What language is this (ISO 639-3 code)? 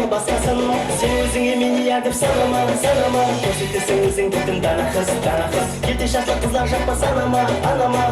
kaa